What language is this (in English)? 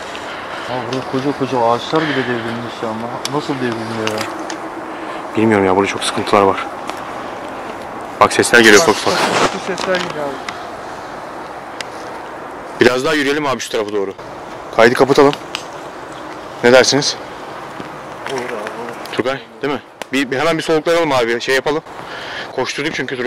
Turkish